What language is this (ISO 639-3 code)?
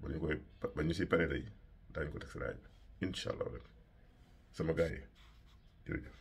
wol